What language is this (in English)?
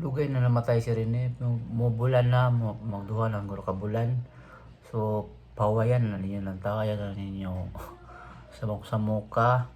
Cebuano